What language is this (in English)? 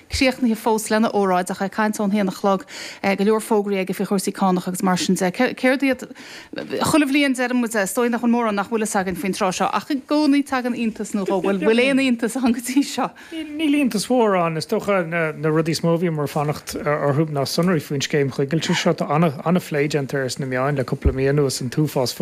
Irish